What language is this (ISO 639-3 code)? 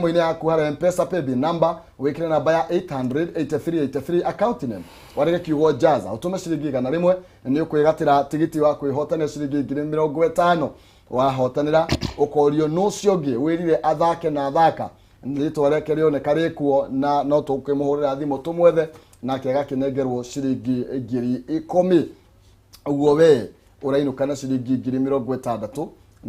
kik